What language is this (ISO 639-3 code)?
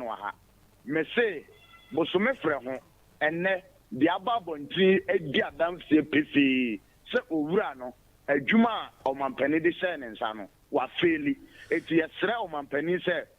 aka